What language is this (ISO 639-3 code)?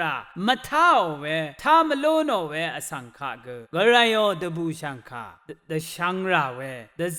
raw